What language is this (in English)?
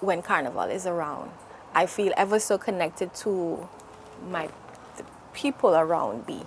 Papiamento